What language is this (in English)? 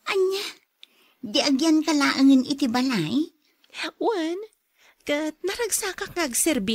Iloko